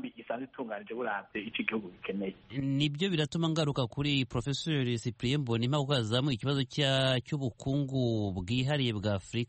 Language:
Kinyarwanda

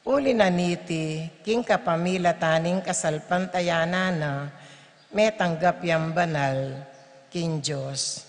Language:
Pampanga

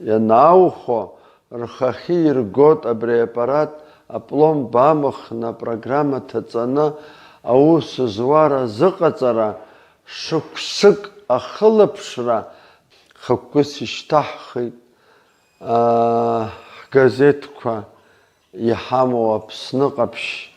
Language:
Abkhazian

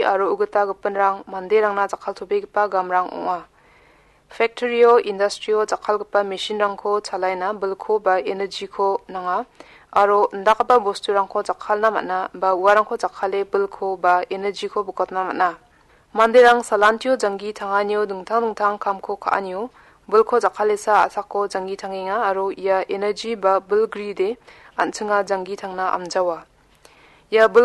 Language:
Garo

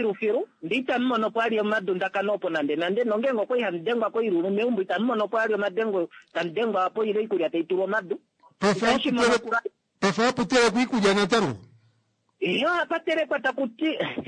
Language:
Kuanyama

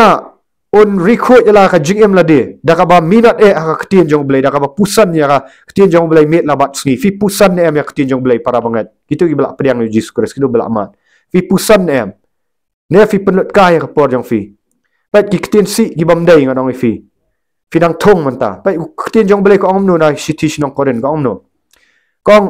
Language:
Khasi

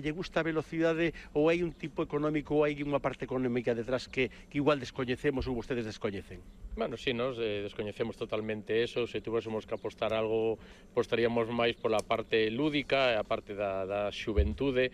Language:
Galician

